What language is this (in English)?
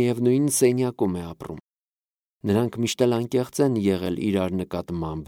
Armenian